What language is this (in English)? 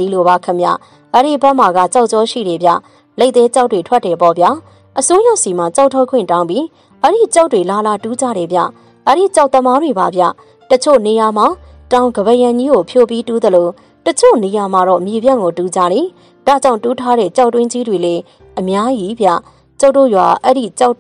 Burmese